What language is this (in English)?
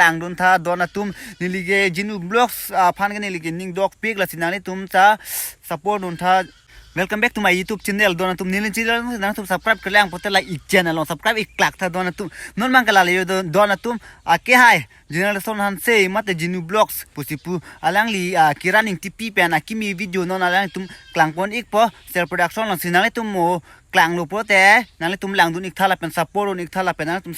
Karbi